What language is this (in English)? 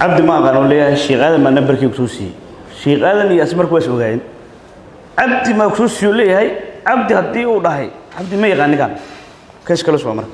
Somali